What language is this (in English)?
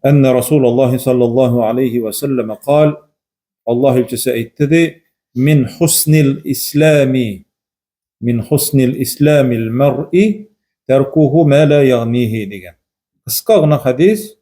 Tatar